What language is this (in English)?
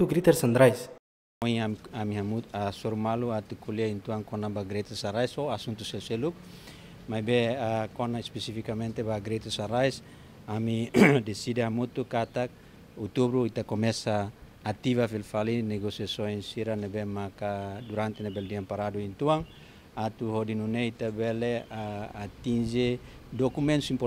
Tetum